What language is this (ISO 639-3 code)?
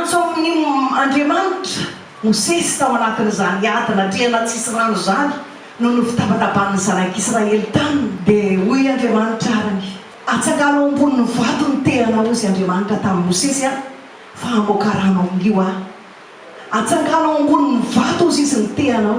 mlg